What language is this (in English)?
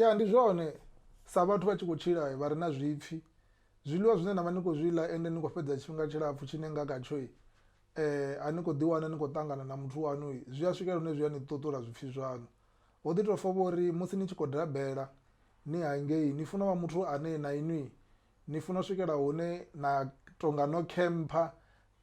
Venda